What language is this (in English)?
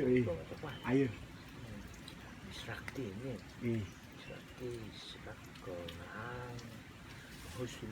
Rotuman